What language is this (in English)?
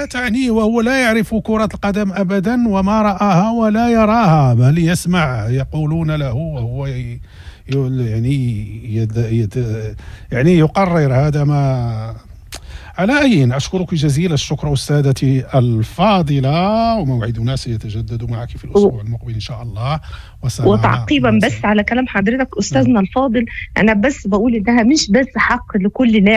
Moroccan Arabic